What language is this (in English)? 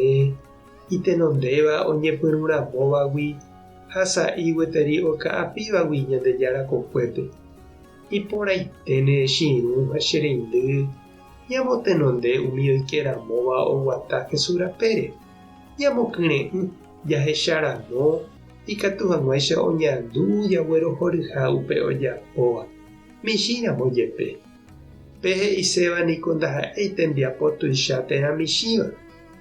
Guarani